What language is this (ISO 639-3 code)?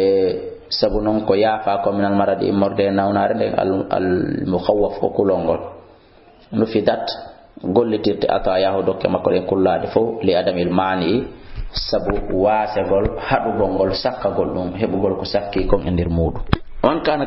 ful